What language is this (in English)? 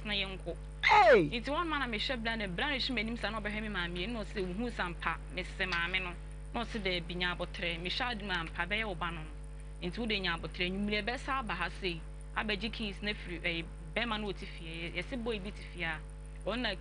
Akan